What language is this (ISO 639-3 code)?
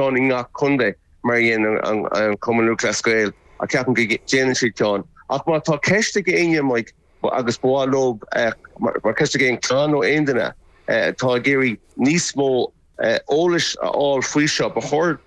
gle